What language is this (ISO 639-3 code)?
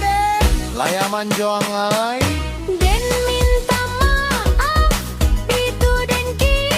min